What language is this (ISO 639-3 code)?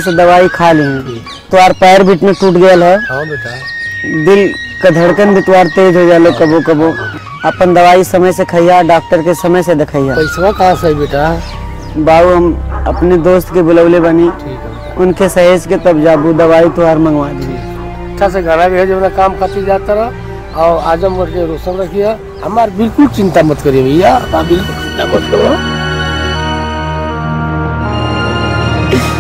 bho